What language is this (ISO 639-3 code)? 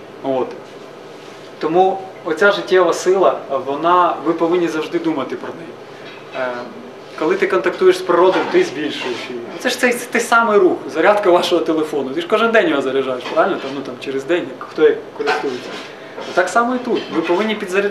ukr